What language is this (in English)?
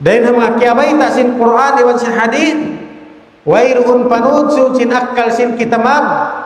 Tausug